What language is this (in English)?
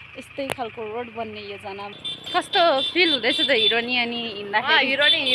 Nepali